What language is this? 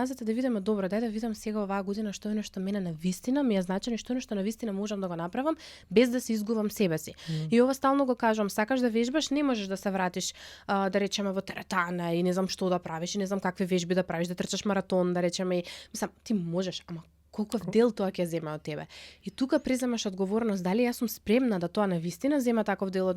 Macedonian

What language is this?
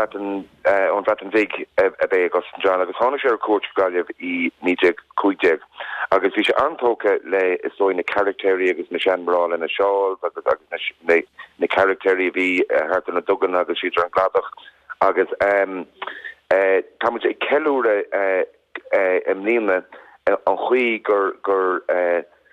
Irish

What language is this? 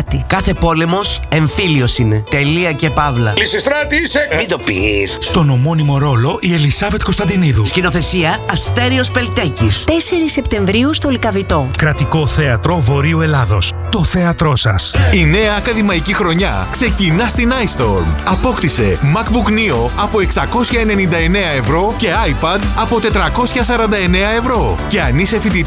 Greek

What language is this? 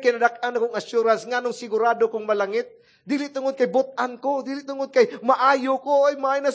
Cebuano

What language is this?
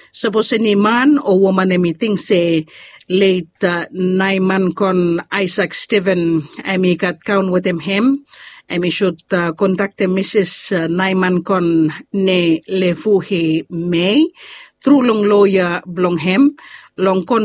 Bislama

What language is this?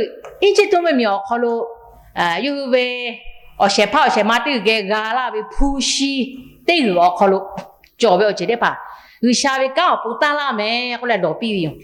Lahu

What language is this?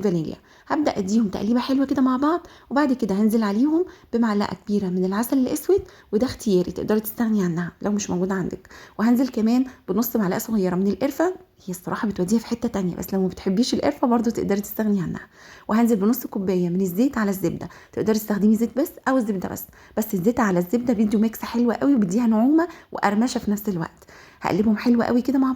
Egyptian Arabic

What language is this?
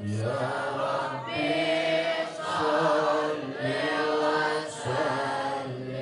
Banjar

